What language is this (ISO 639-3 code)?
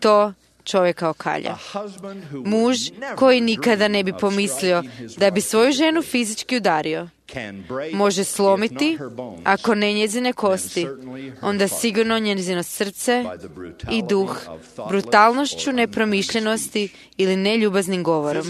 hrv